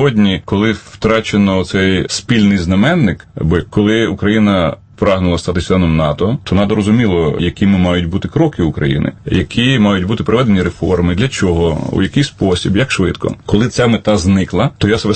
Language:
Ukrainian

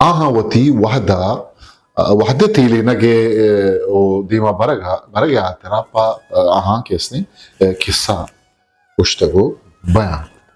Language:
Eastern Balochi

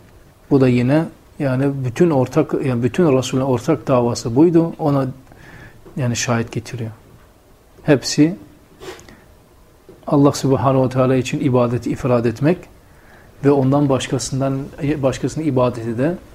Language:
Turkish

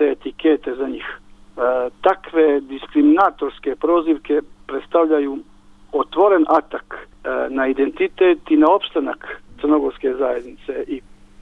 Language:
Bosnian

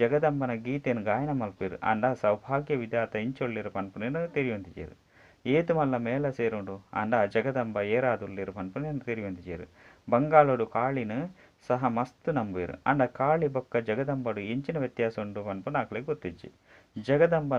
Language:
Tulu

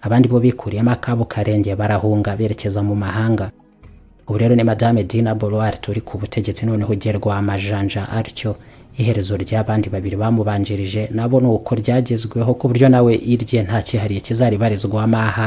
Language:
Kinyarwanda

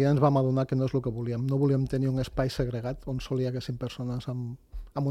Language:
Catalan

